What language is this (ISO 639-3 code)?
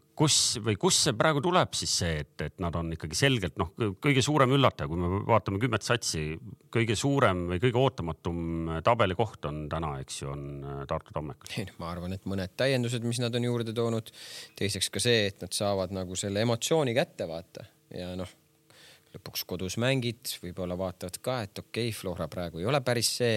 est